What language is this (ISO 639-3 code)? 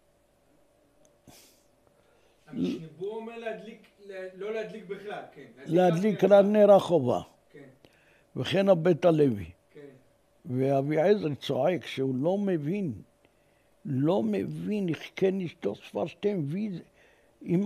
heb